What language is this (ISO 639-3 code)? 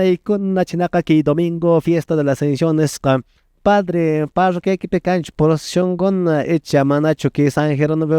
que